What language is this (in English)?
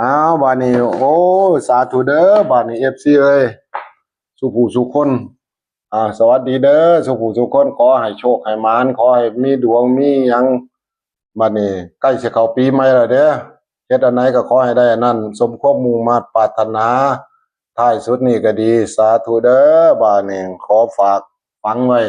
Northeastern Thai